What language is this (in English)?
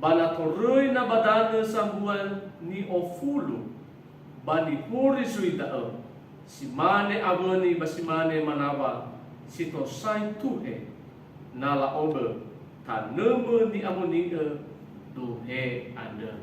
Nias